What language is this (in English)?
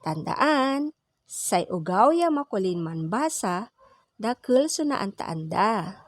Pangasinan